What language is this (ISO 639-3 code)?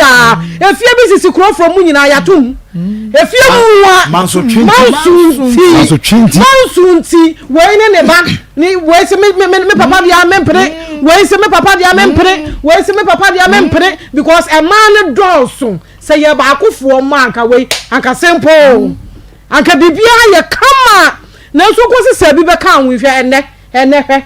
aka